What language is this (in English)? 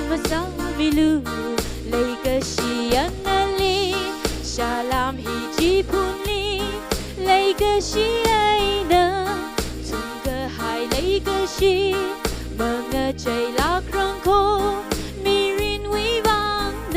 Tangkhul Naga (India)